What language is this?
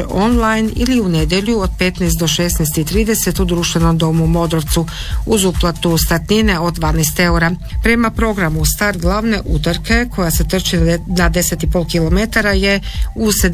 Croatian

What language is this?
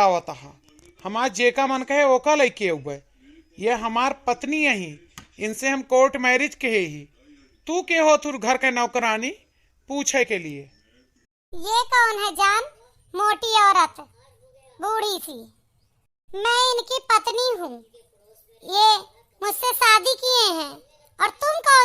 Awadhi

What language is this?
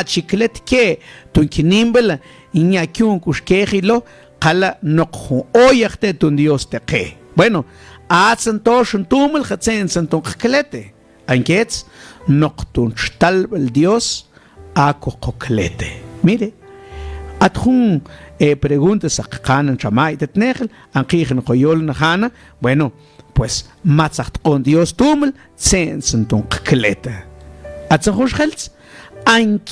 Mam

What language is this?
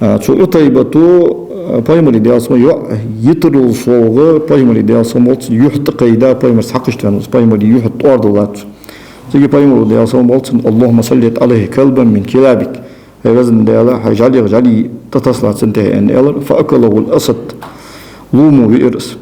Ingush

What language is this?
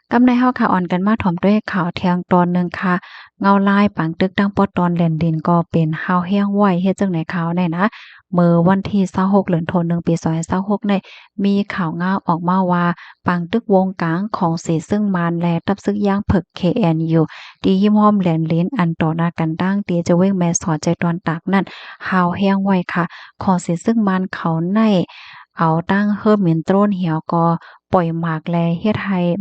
Shan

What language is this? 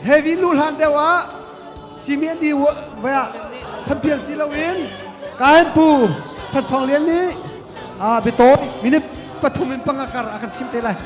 Hakha Chin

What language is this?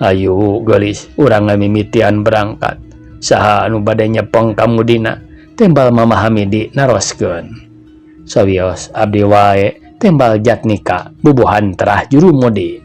Sundanese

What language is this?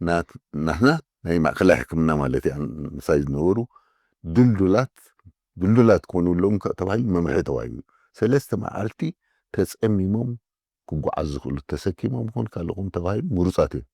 Tigrinya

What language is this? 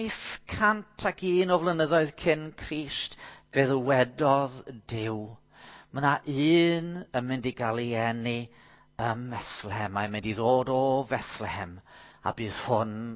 Welsh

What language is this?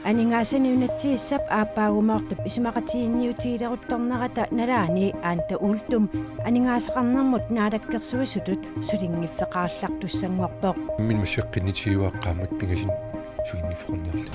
Kalaallisut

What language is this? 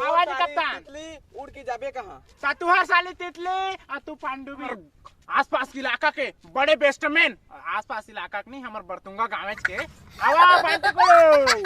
Chhattisgarhi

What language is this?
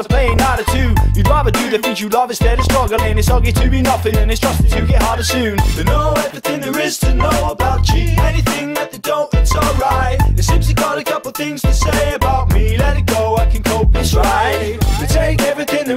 English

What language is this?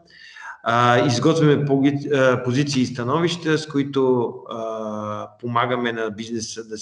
Bulgarian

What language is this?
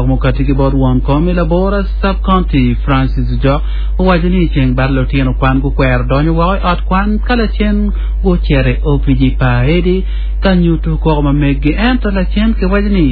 Acoli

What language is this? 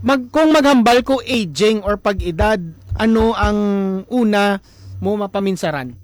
Hiligaynon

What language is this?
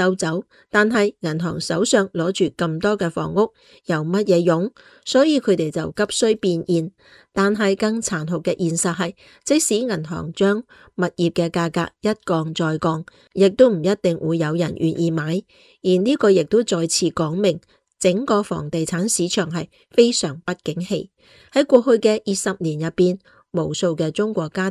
Cantonese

